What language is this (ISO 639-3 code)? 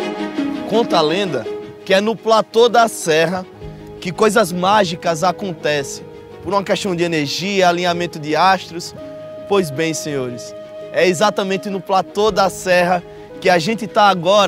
por